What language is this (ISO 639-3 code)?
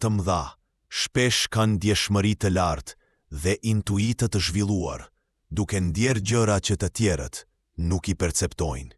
sqi